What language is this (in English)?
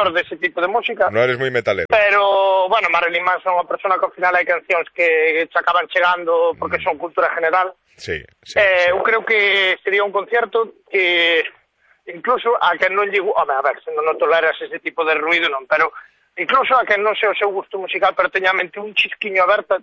Galician